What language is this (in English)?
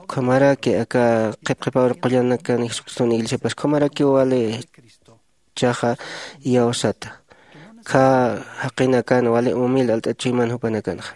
Aymara